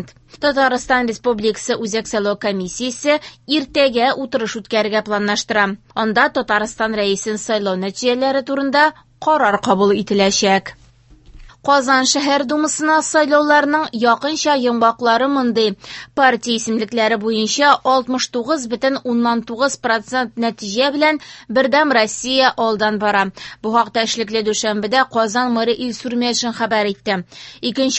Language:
Tatar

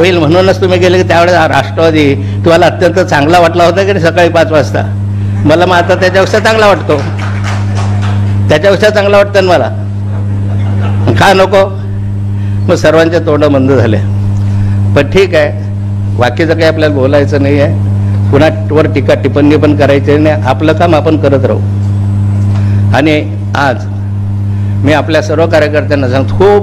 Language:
Marathi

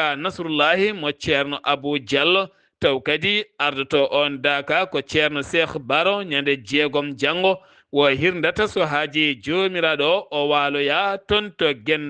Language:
Fula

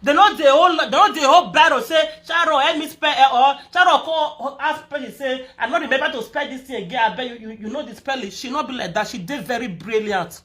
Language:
Nigerian Pidgin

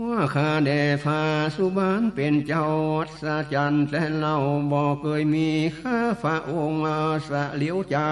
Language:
Northern Thai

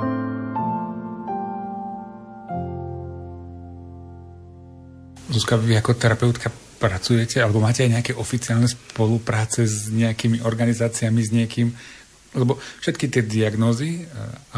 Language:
Slovak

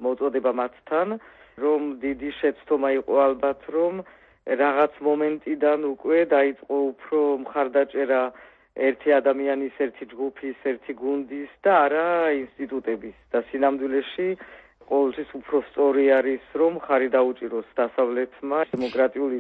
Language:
Georgian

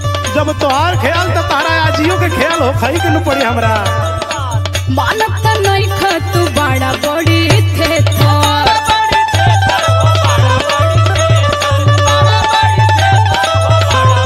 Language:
Bhojpuri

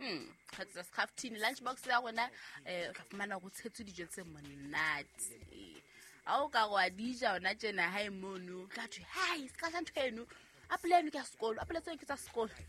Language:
Southern Sotho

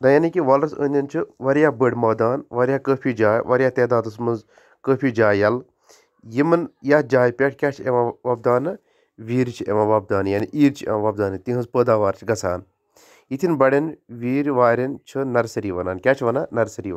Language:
Kashmiri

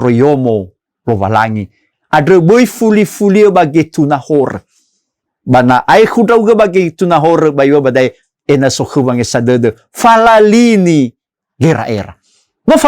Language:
Nias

